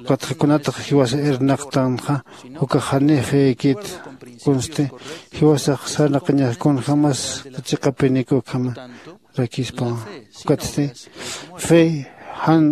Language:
Aymara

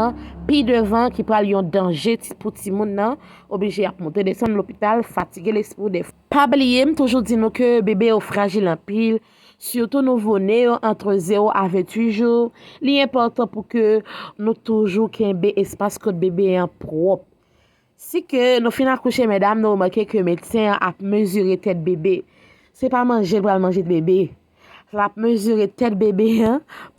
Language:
Haitian Creole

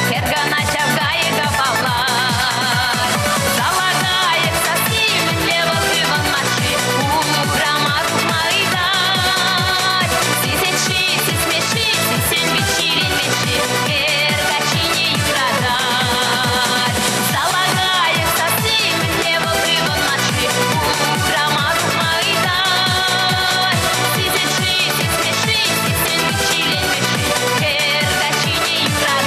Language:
Chuvash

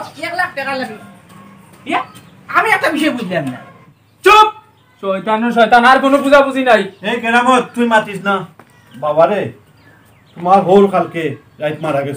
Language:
Sylheti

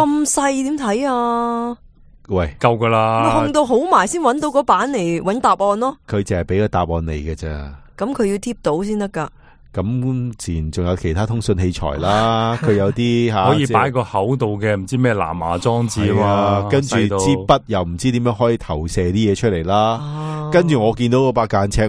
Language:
Cantonese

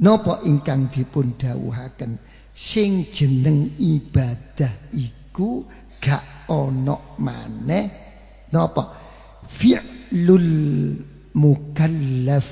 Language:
Javanese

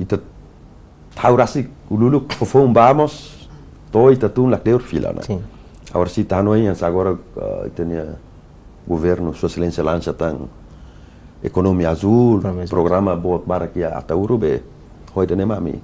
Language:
Tetum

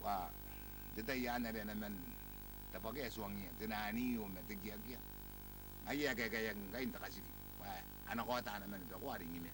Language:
Gilbertese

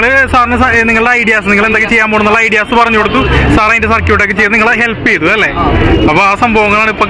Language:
Malayalam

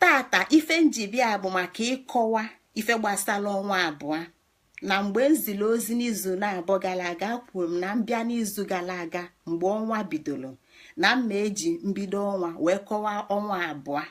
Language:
Igbo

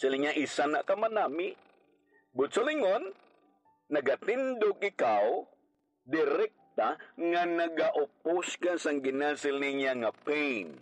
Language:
Hiligaynon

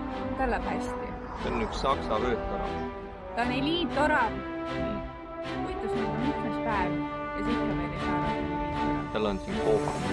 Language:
Estonian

